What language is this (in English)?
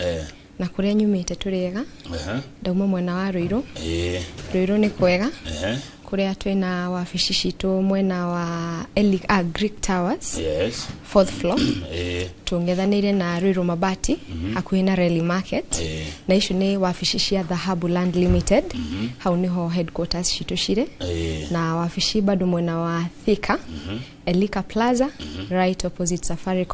Kikuyu